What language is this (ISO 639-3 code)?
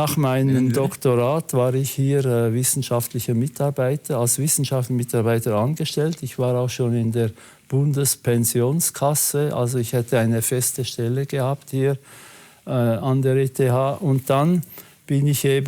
gsw